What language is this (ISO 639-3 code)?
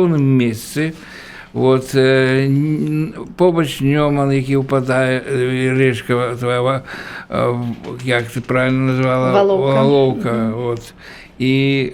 bel